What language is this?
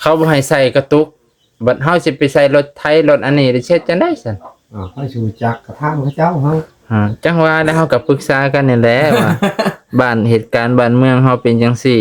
Lao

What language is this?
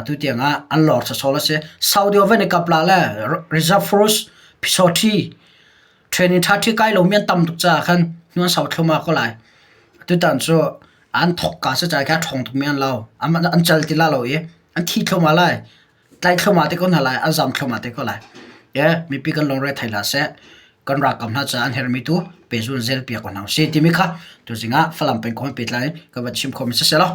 Hakha Chin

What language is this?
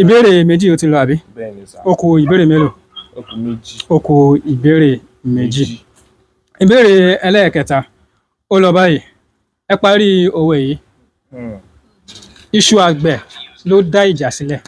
Yoruba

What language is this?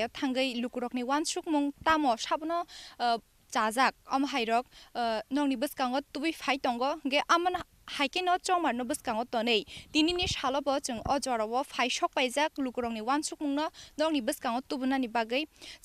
Kok Borok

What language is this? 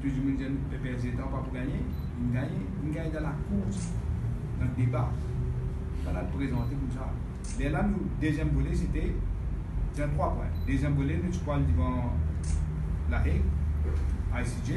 Morisyen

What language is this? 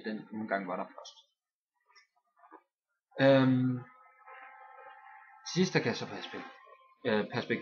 Danish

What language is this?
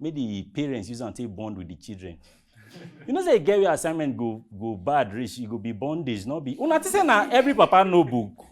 Nigerian Pidgin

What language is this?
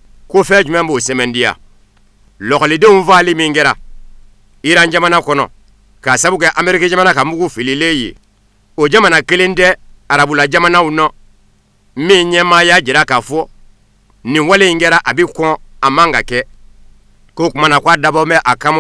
Bambara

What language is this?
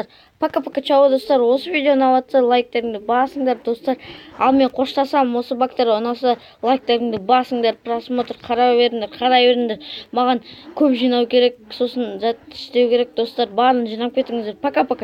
Kazakh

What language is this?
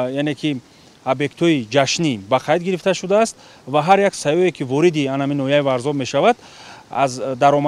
Tajik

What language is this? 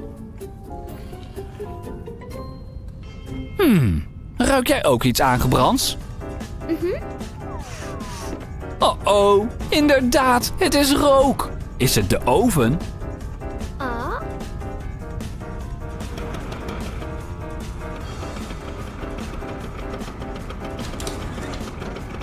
Dutch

